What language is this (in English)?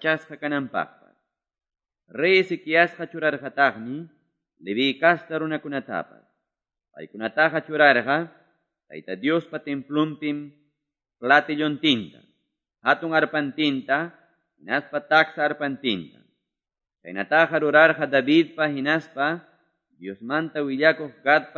Quechua